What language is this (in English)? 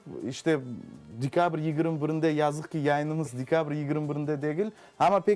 Crimean Tatar